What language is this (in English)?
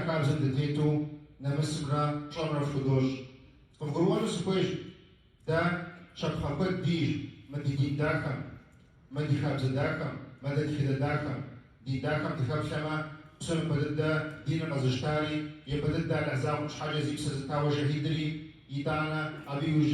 Kabardian